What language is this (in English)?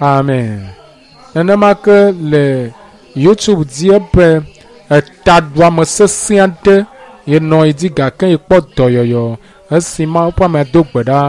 Ewe